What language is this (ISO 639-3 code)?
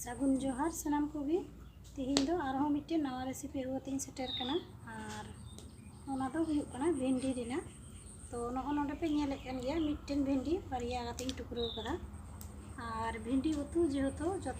sat